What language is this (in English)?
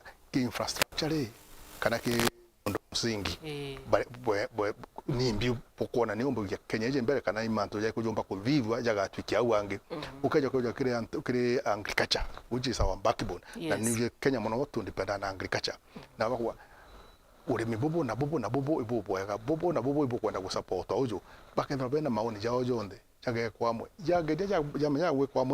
Meru